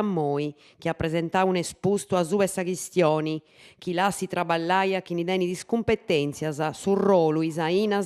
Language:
Sardinian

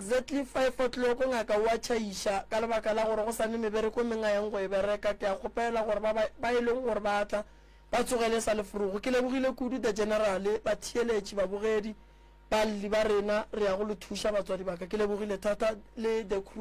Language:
Northern Sotho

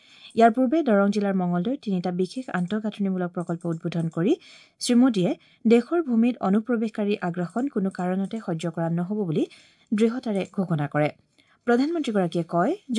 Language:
Assamese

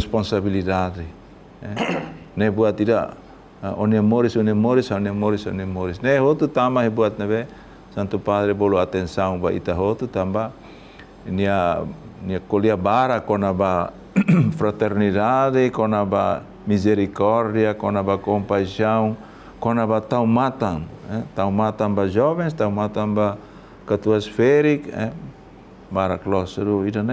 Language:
Tetum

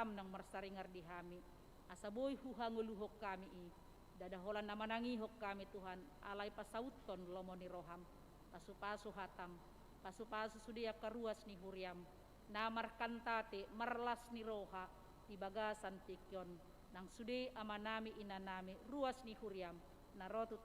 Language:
Batak Toba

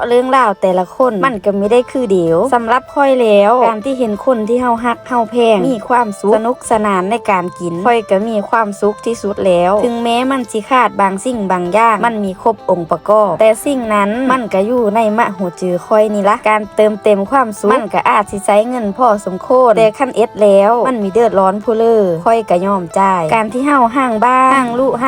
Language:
Lao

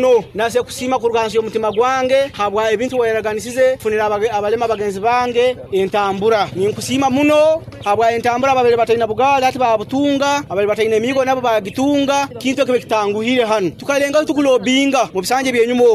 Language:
Nyankole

